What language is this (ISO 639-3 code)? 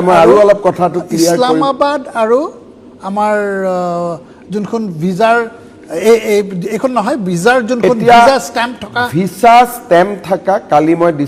asm